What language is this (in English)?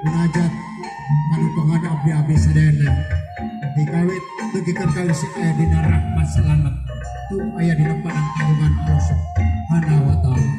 Sundanese